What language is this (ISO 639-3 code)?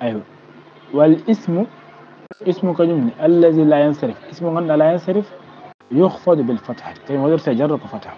ful